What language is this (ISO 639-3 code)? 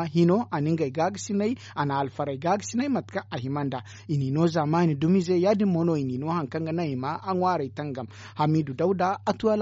dje